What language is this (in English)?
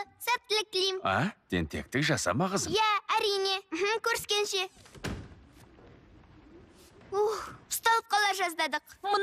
Kazakh